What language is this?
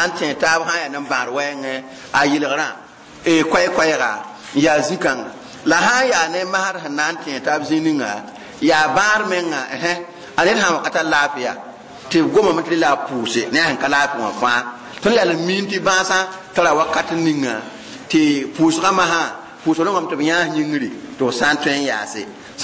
Mossi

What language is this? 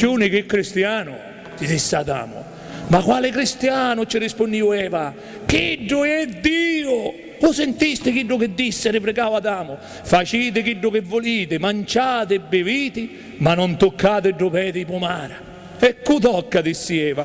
Sicilian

